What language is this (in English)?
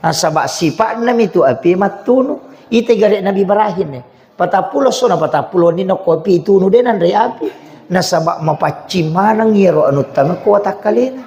Buginese